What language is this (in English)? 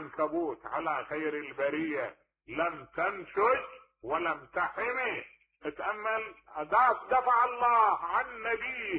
Mesopotamian Arabic